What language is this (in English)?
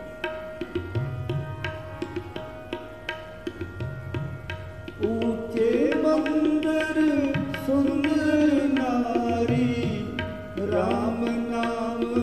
Punjabi